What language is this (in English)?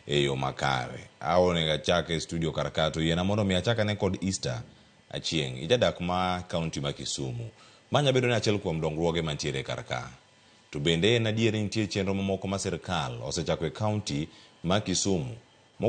Luo (Kenya and Tanzania)